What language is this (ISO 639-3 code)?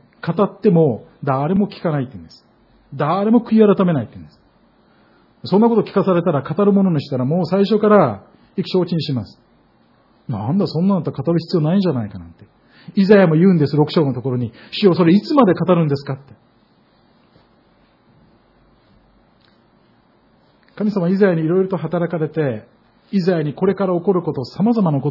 jpn